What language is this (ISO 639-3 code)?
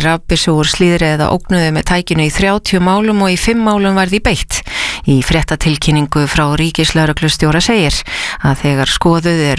isl